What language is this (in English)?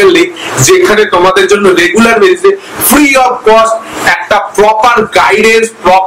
Bangla